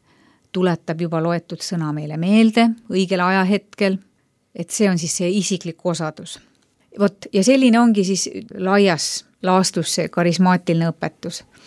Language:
Estonian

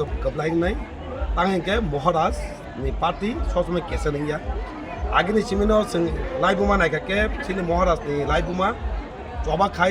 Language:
Kok Borok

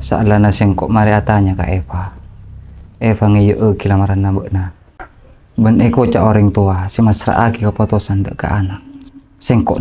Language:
Madurese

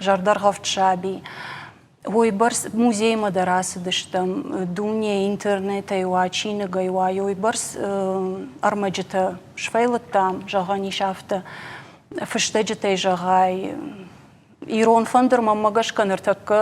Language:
Ossetic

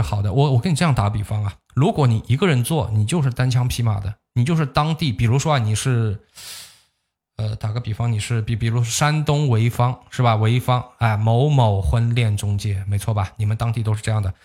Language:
Chinese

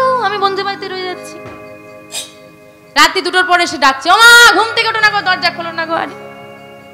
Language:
Bangla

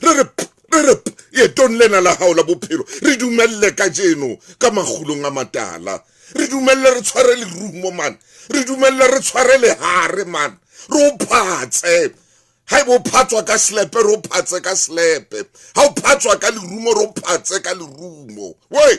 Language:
Southern Sotho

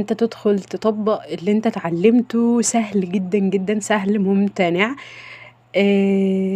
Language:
Egyptian Arabic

